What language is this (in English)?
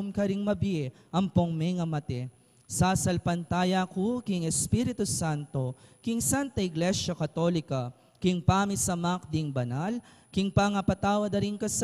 Pampanga